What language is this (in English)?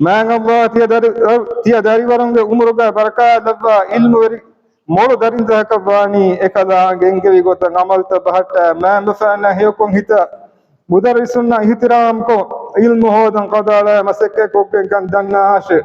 Divehi